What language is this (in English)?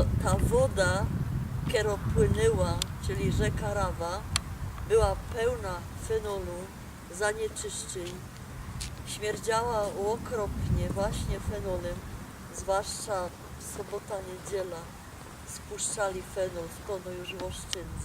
Silesian